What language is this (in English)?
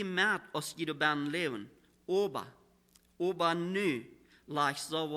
Plautdietsch